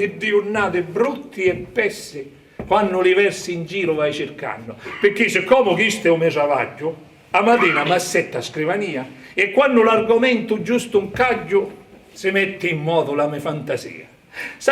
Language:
Sicilian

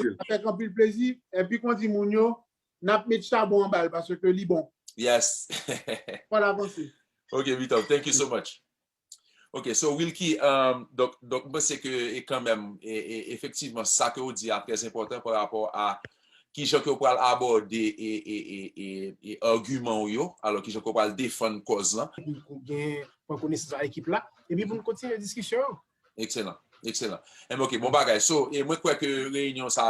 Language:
Haitian Creole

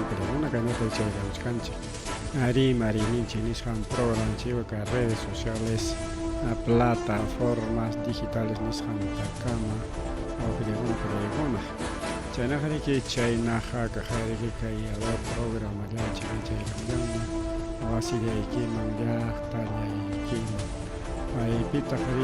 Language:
Ayacucho Quechua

